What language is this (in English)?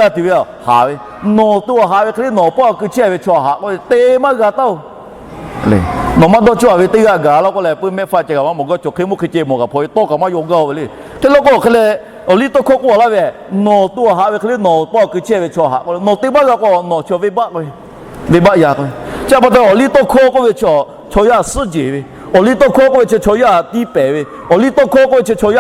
Lahu